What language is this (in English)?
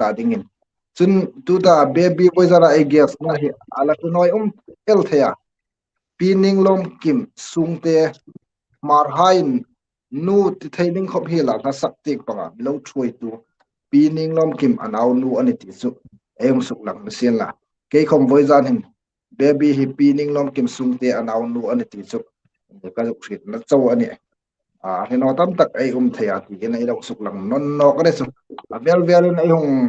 Hmar